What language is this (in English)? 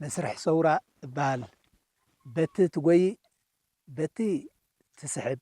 Tigrinya